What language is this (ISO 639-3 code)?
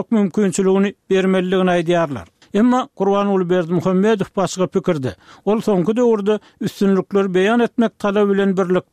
tuk